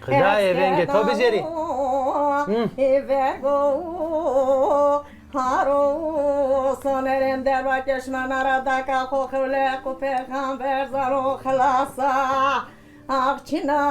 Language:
Zaza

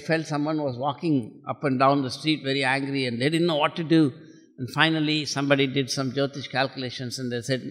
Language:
English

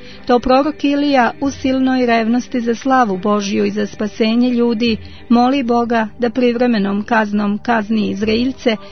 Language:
Croatian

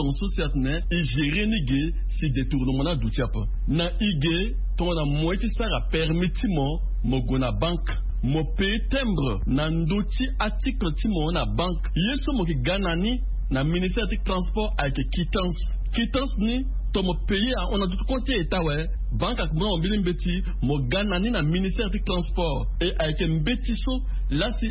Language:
Sango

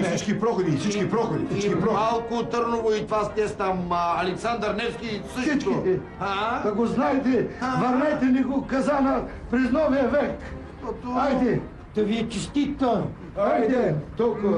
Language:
Bulgarian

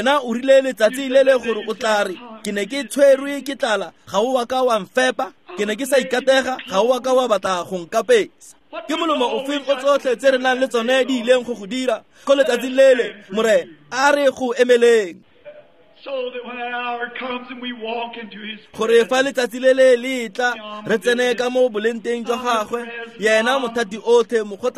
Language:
Tswana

